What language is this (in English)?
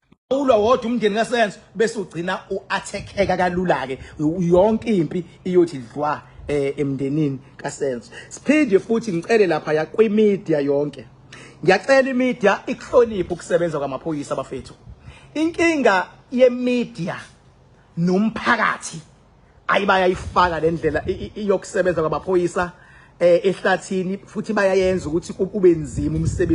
Zulu